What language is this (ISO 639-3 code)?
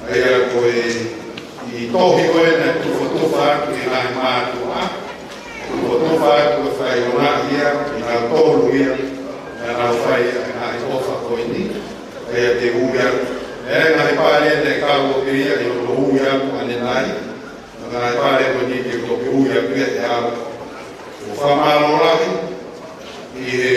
ton